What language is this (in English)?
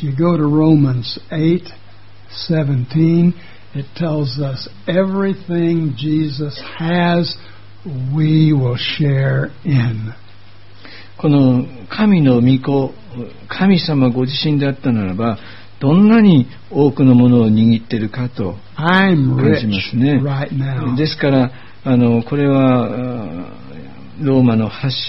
Japanese